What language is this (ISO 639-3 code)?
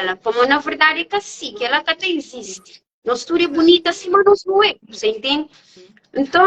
kea